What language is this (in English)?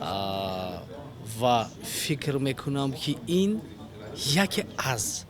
Tajik